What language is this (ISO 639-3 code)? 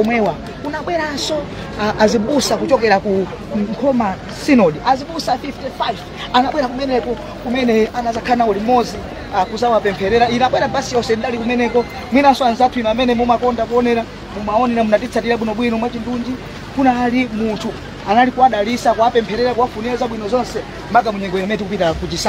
nya